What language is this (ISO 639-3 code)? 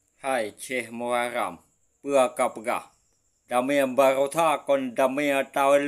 ace